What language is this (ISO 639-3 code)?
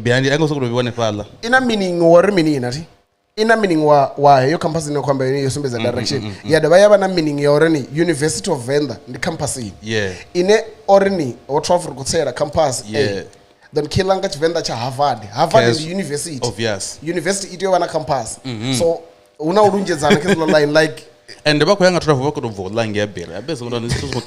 ven